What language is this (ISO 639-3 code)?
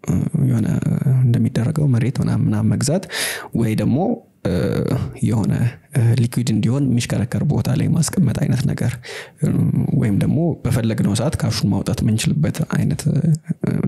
amh